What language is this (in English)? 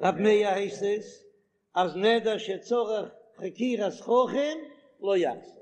Yiddish